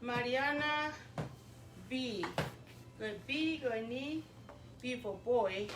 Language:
Tongan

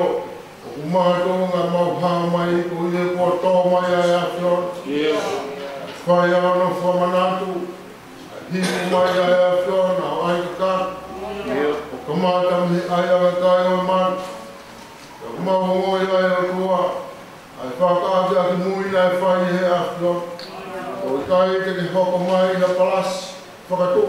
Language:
Tongan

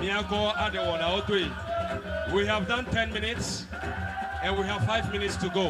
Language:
Ewe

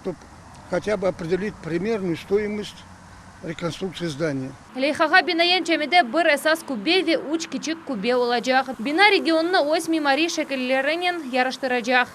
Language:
Crimean Tatar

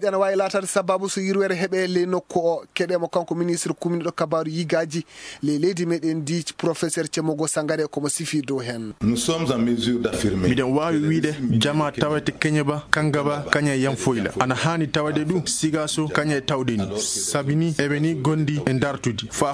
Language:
Fula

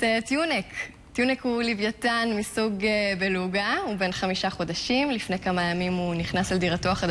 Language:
Hebrew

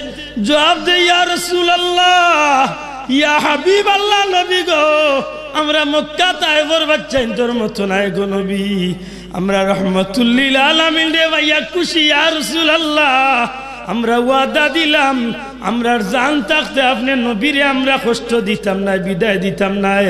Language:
Sylheti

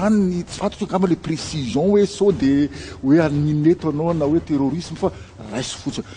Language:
Malagasy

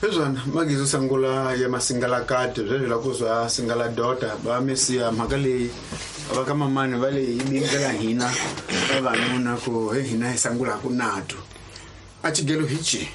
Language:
Tsonga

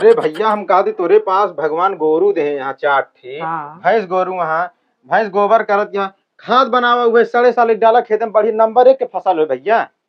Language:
Awadhi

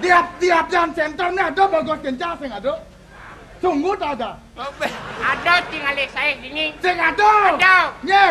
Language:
Balinese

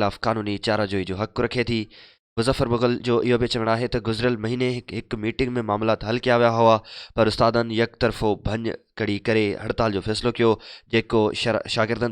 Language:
Sindhi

